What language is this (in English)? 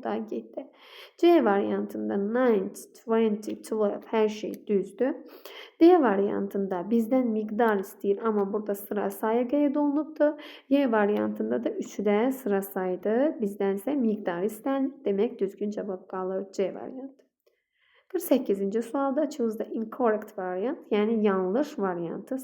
Azerbaijani